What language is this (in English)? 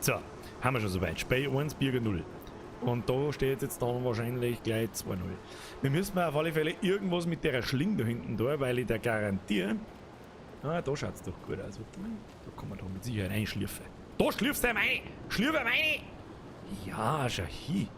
Bavarian